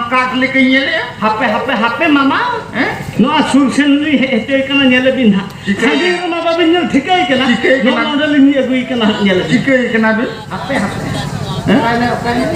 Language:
Santali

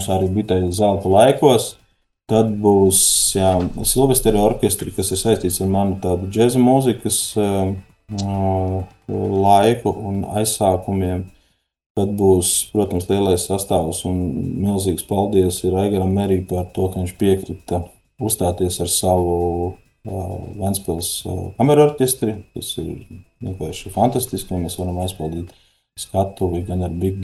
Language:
Latvian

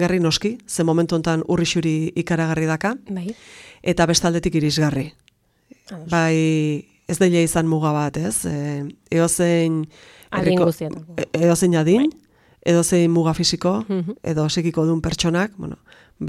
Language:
Basque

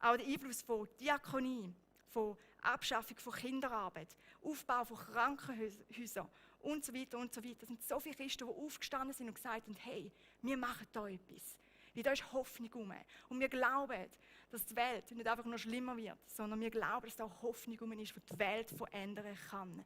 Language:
Swiss German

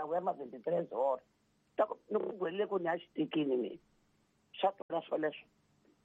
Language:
Tsonga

